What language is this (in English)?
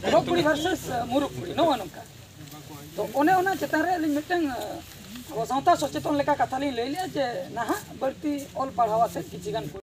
Santali